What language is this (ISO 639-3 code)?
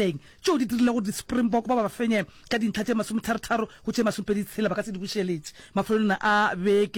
nso